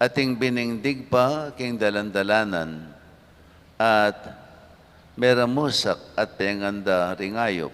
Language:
Pampanga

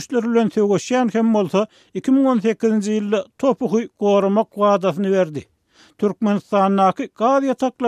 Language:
Turkmen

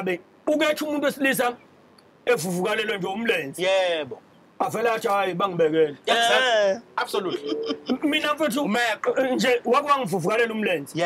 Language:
Zulu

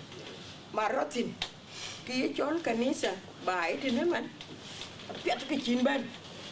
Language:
Dinka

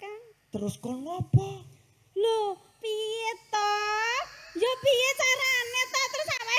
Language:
Javanese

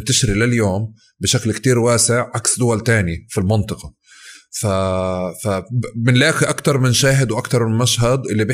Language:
North Levantine Arabic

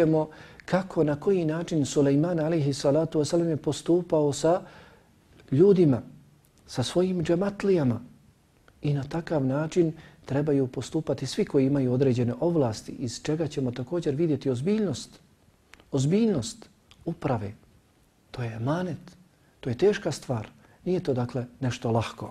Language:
Bosnian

